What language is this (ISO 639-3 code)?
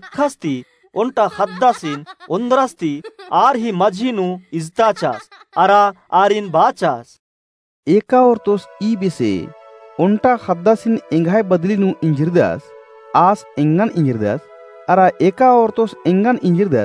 kru